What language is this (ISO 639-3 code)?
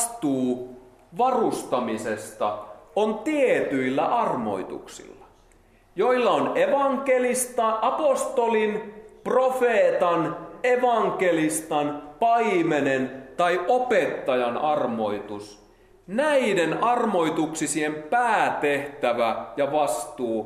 fin